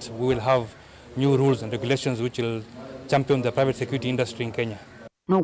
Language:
Kamba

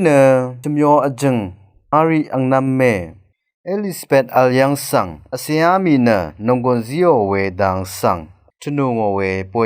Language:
Rawang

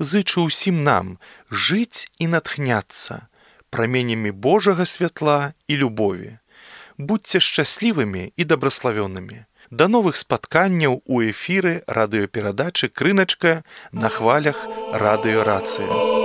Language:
Belarusian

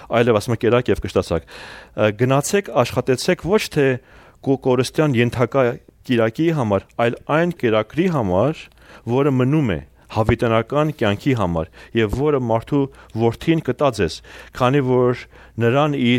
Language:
Armenian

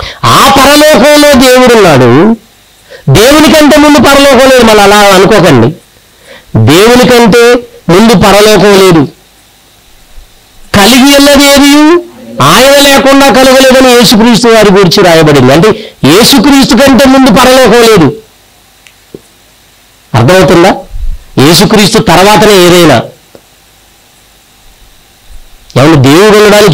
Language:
Telugu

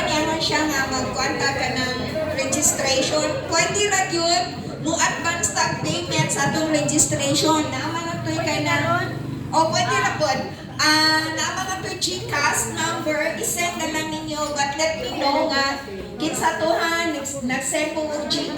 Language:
Cebuano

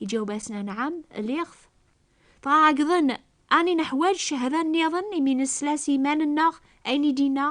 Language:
Kabyle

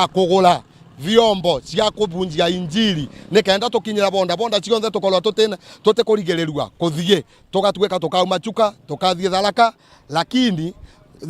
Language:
Meru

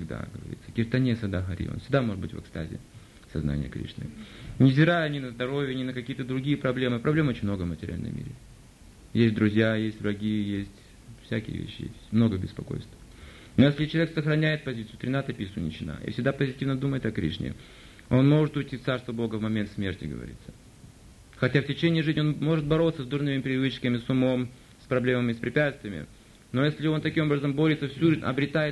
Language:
Russian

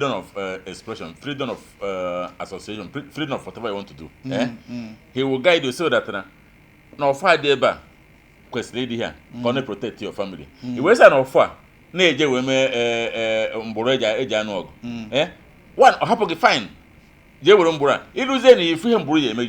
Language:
Igbo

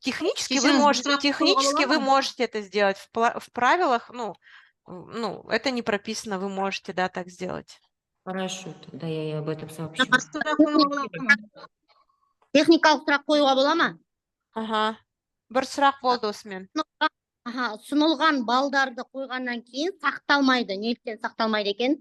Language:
Kazakh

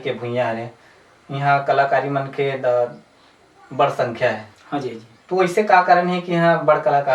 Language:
Chhattisgarhi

